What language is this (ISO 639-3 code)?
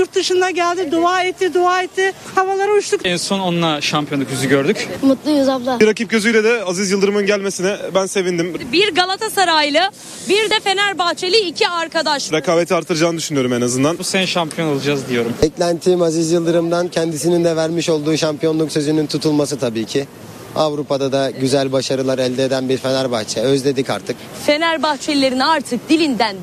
tur